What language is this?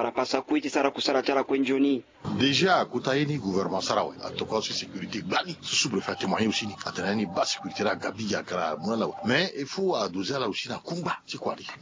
Sango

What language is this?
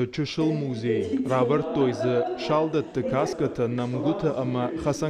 Ossetic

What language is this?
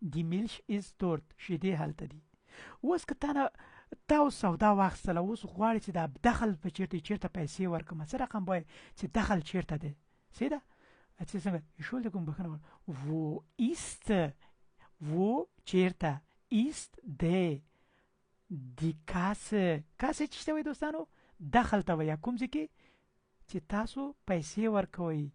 Pashto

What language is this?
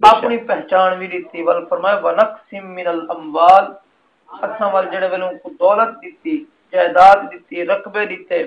Saraiki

